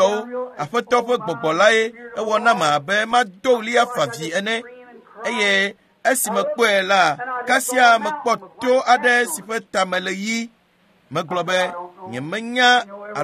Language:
Ewe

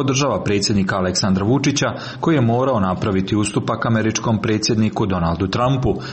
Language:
Serbian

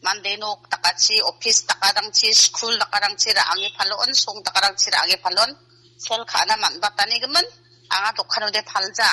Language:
Garo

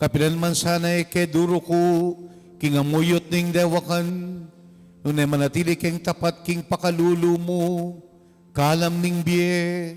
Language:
Pampanga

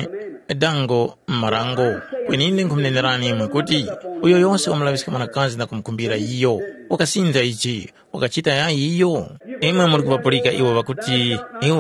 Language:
Tumbuka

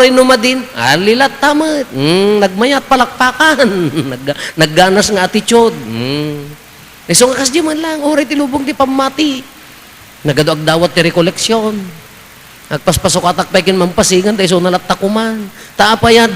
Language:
Iloko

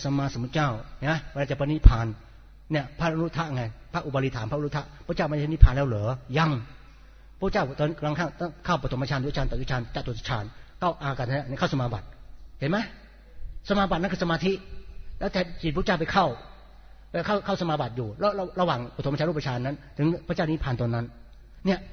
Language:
Thai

